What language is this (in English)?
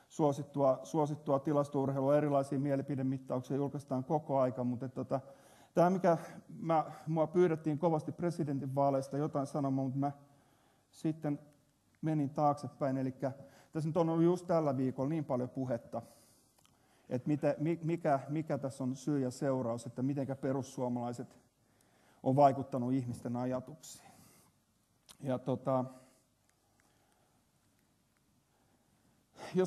Finnish